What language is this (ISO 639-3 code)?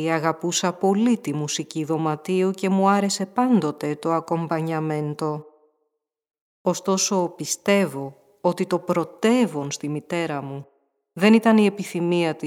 ell